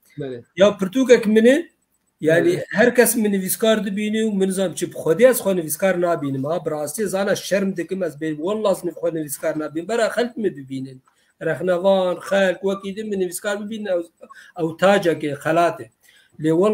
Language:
Kurdish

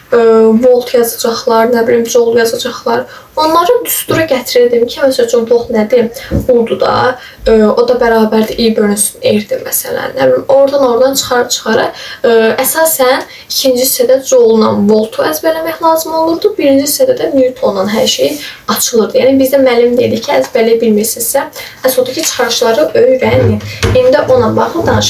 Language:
Azerbaijani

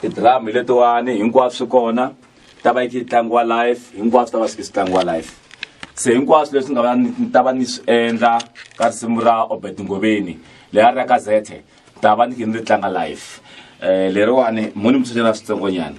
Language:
Tsonga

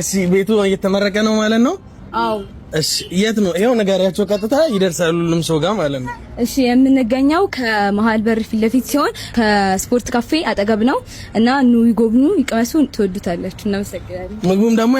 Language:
Amharic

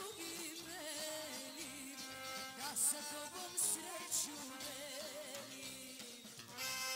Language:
Serbian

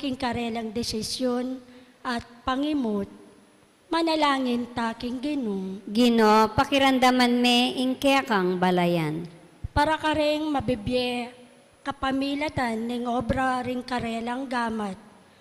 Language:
Pampanga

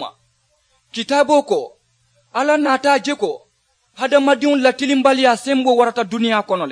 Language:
Mandingo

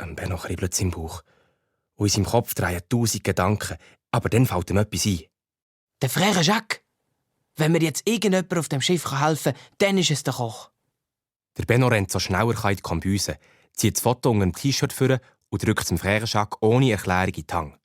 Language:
Swiss German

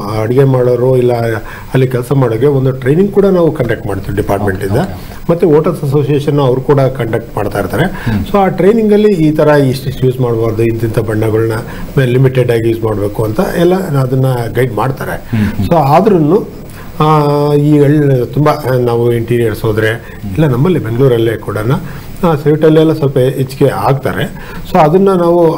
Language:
Kannada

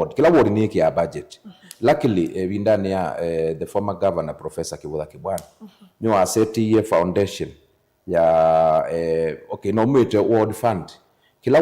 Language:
Kamba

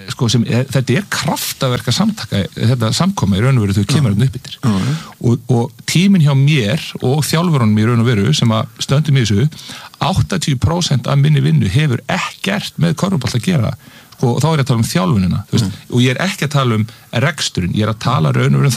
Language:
Icelandic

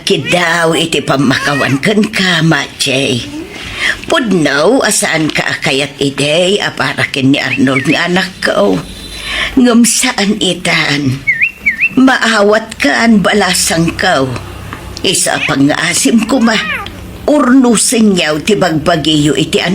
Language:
Iloko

